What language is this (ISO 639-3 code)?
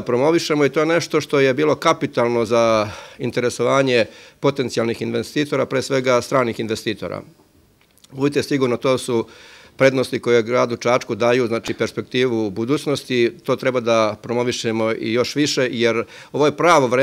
srp